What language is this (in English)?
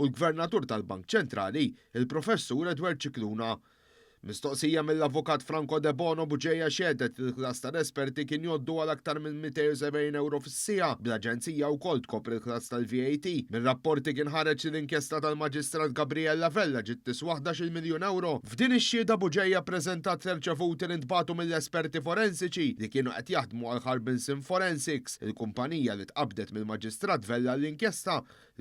Maltese